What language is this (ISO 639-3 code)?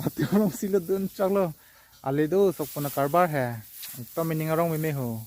mjw